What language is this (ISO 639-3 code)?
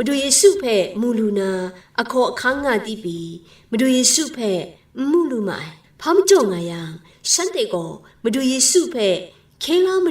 kac